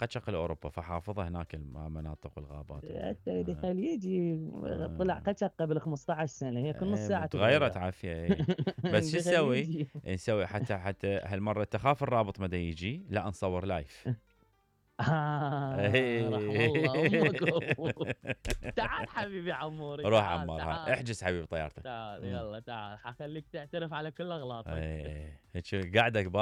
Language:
Mesopotamian Arabic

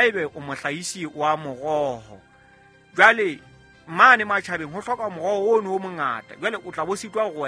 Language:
Southern Sotho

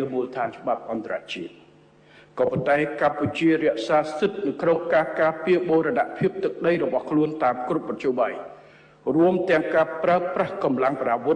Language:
Khmer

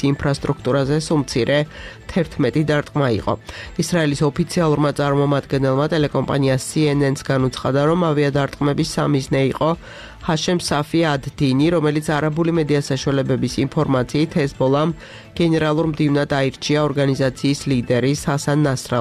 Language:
Georgian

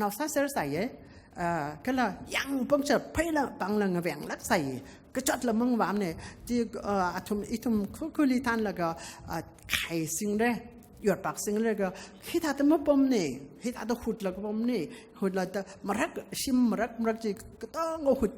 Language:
Tangkhul Naga (India)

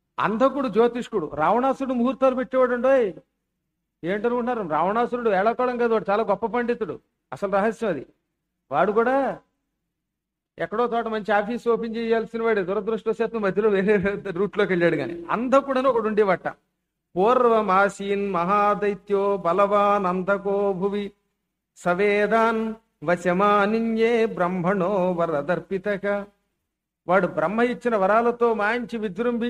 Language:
Telugu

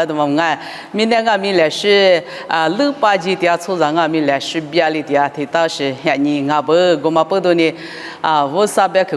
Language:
Lisu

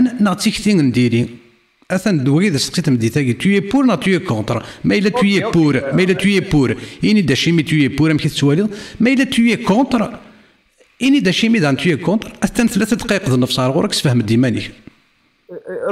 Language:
Kabyle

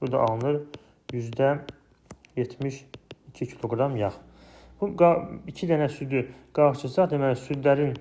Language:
Azerbaijani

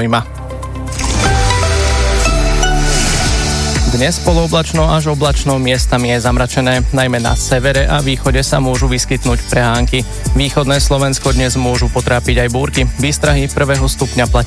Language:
Slovak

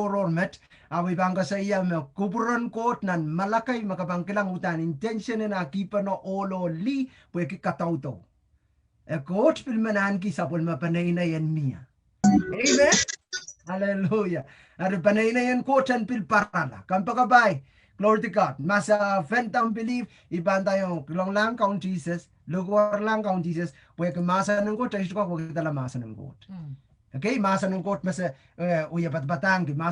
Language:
Pohnpeian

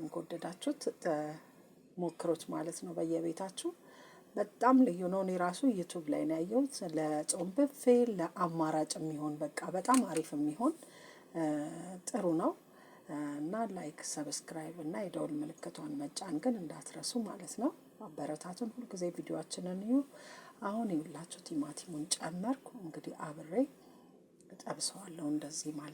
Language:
Amharic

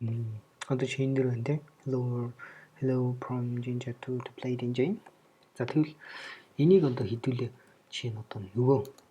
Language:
Mongolian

